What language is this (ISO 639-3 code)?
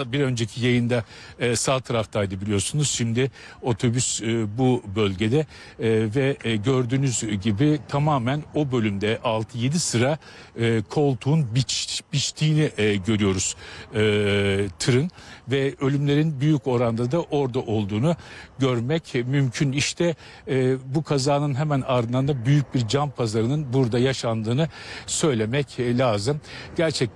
tur